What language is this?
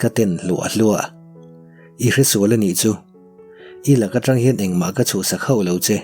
Mizo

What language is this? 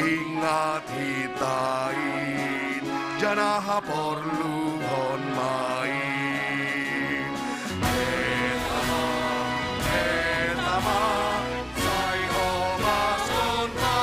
Batak Simalungun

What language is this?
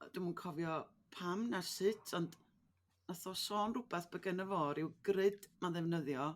Welsh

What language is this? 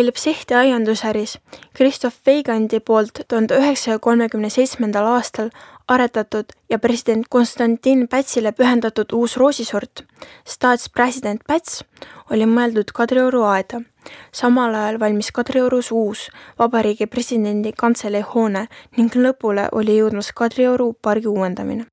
Estonian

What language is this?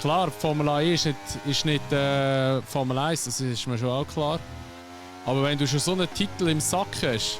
Swiss German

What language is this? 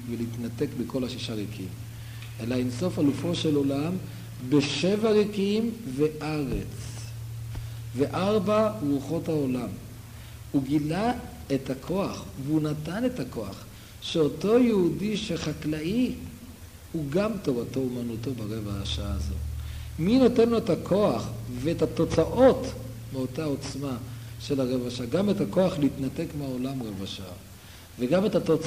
Hebrew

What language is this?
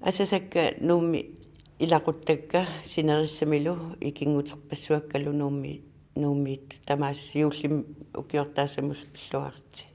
Kalaallisut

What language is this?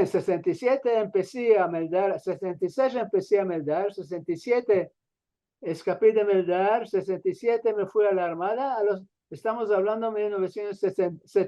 Ladino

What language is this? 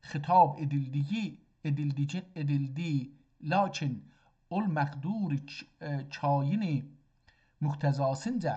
South Azerbaijani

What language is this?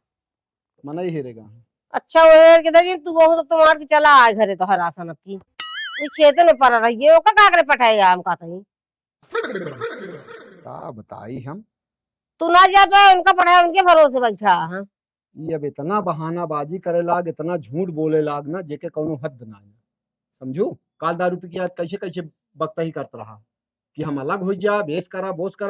Awadhi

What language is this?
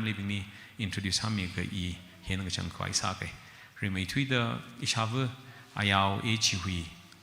Tangkhul Naga (India)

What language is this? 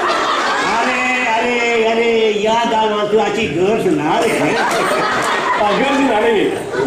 Konkani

